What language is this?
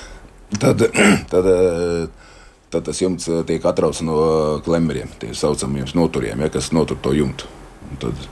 Latvian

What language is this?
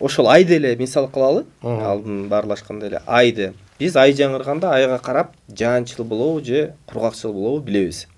Kyrgyz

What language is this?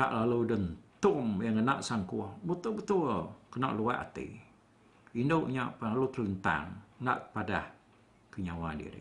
Iban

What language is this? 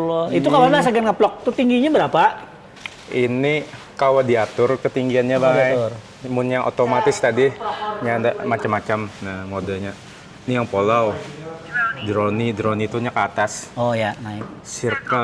Banjar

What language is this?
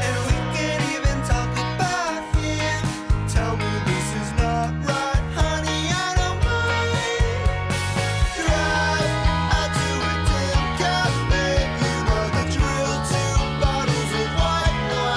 English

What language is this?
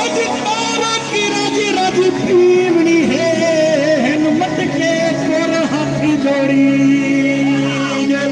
Saraiki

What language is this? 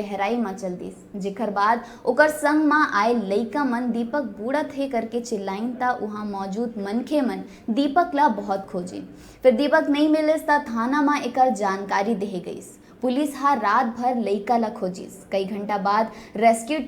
Chhattisgarhi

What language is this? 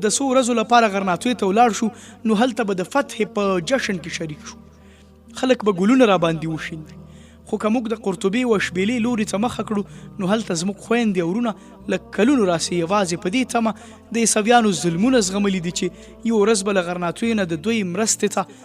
Pashto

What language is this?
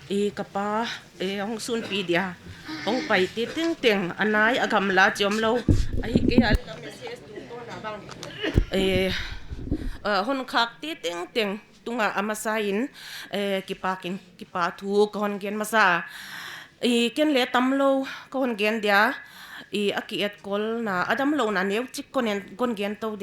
Paite Chin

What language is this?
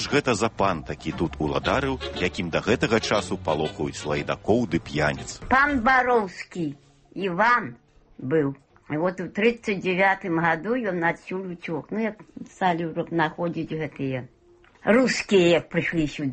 Belarusian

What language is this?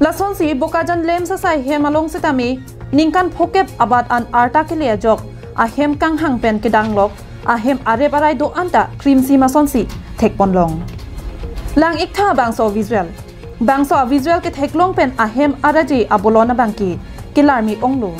Karbi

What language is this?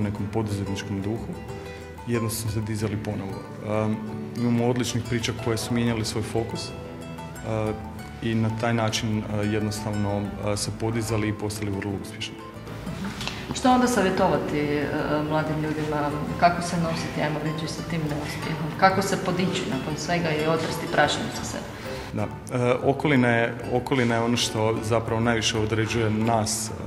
Croatian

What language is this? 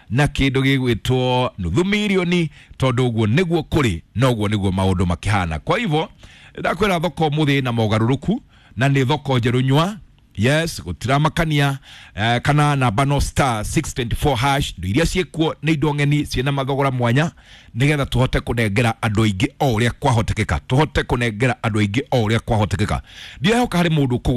Kikuyu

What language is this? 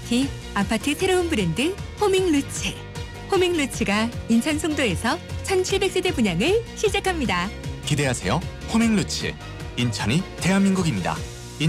Korean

